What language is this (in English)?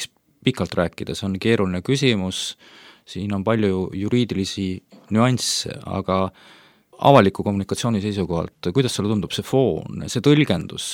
Estonian